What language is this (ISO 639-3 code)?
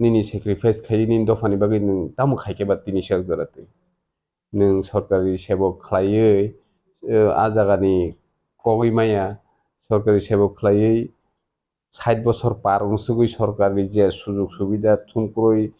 trp